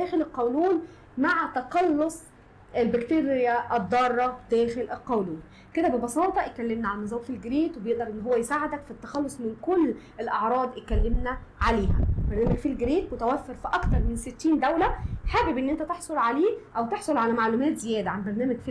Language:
Egyptian Arabic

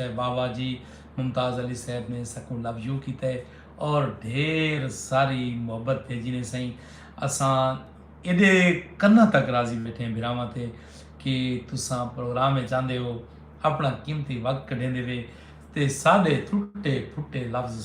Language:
Saraiki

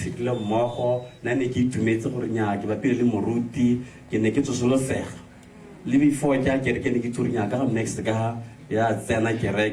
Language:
Tswana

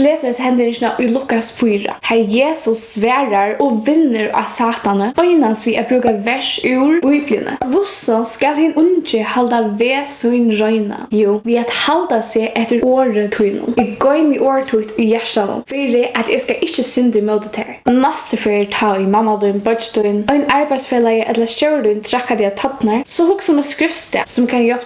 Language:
Faroese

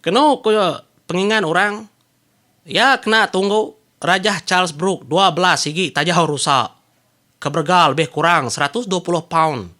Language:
Iban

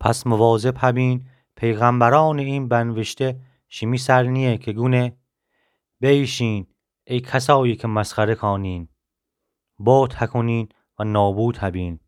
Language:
Gilaki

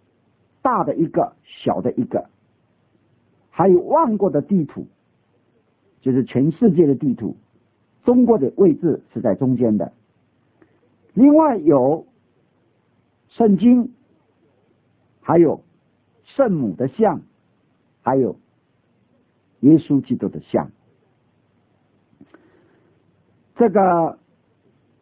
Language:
Chinese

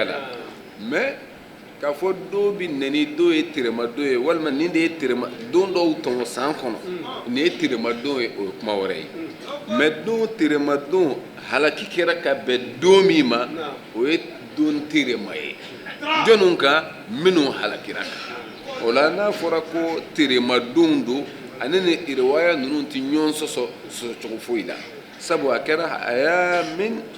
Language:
Bambara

